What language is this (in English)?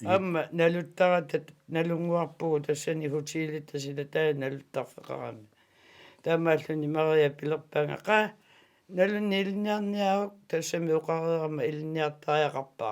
Kalaallisut